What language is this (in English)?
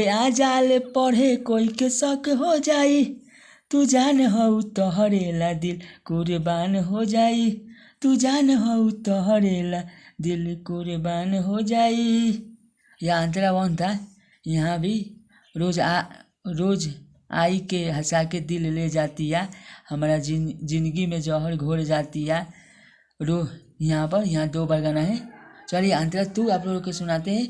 Bhojpuri